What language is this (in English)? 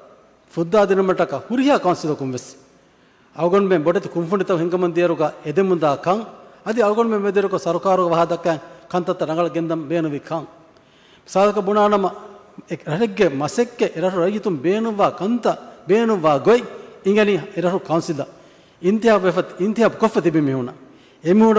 Divehi